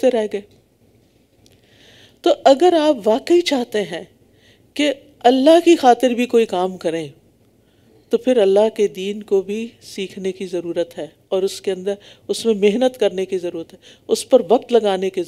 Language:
Urdu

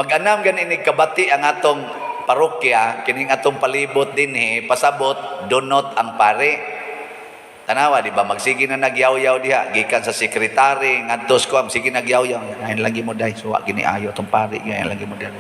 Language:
Cebuano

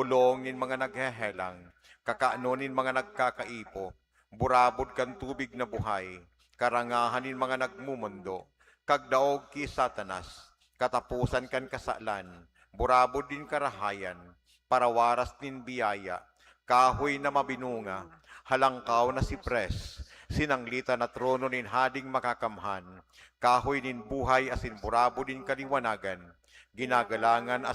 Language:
Bikol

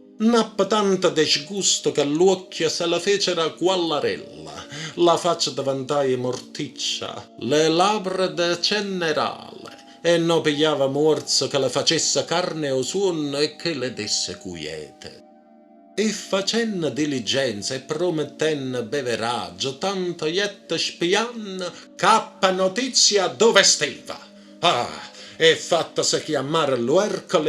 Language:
Neapolitan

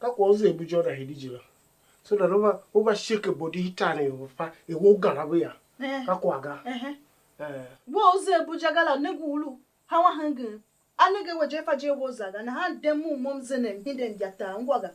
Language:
Tiv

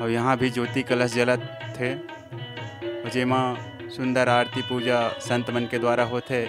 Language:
Chhattisgarhi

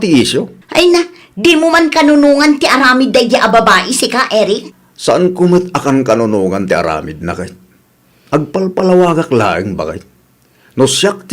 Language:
Iloko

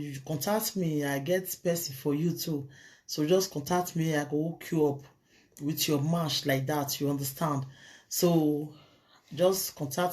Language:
Nigerian Pidgin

